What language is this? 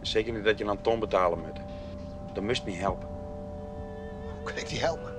Western Frisian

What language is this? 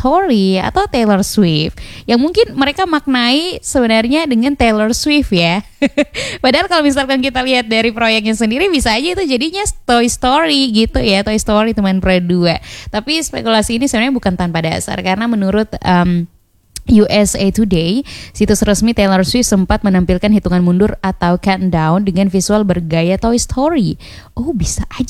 Indonesian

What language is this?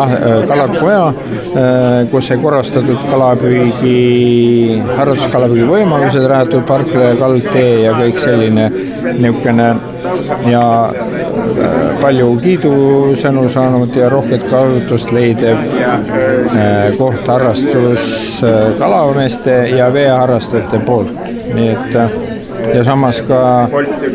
Estonian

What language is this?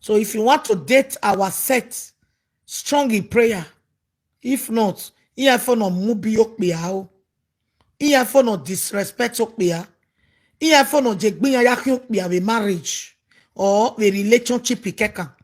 Nigerian Pidgin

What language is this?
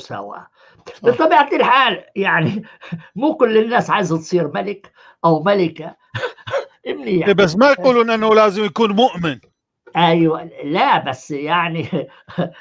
North Levantine Arabic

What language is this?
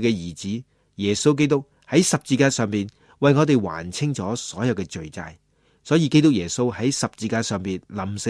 Cantonese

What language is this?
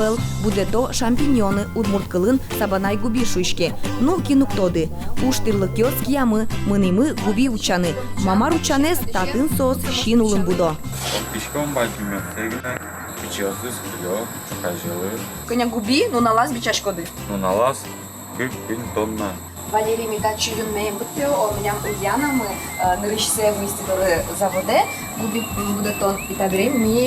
Udmurt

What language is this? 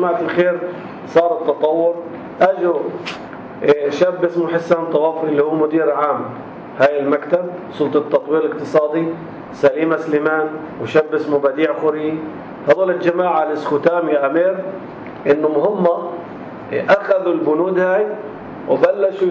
North Levantine Arabic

